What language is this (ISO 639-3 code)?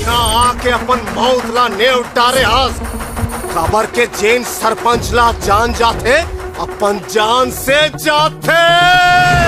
hne